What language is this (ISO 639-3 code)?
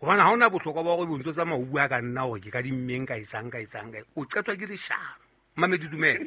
sot